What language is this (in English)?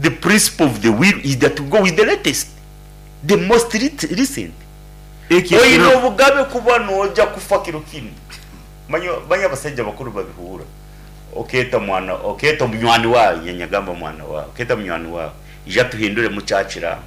Nyankole